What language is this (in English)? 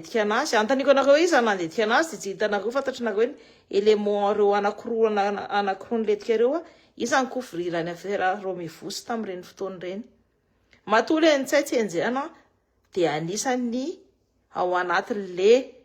Malagasy